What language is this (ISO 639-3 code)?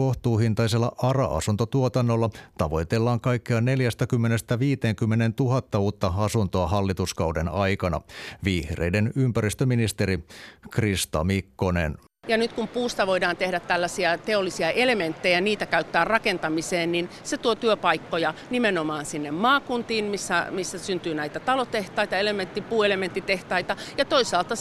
fin